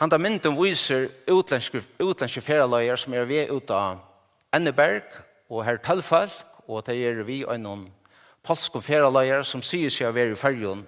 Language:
Faroese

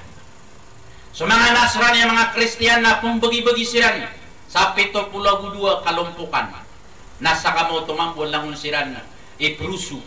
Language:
Maranao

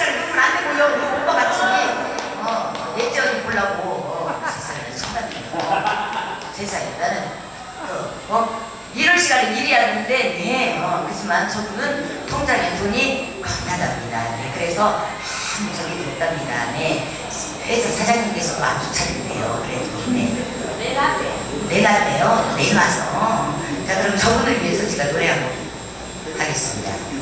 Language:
Korean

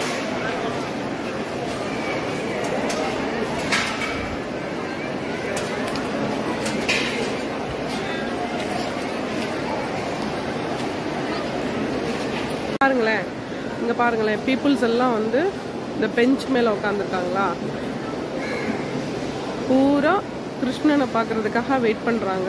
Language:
Tamil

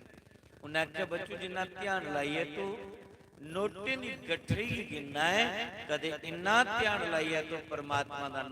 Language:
Dogri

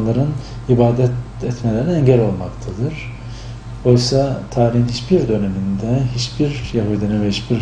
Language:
Turkish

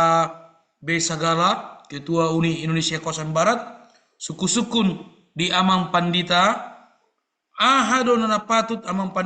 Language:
Batak Toba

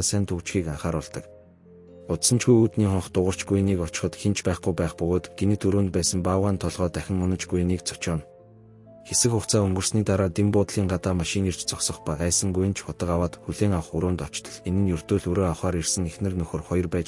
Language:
Mongolian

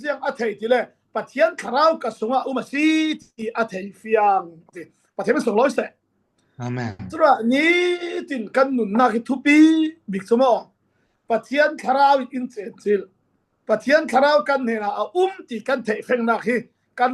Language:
Falam Chin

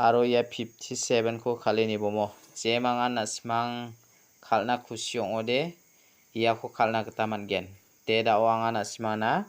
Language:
Garo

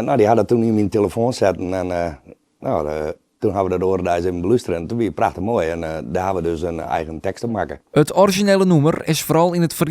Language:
Western Frisian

